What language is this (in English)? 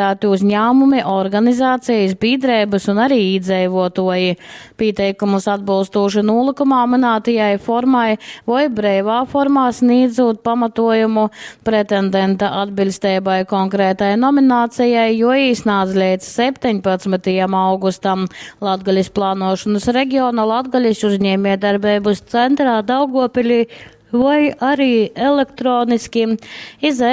Latgalian